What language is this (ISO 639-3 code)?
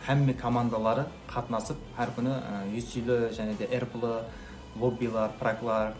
kaa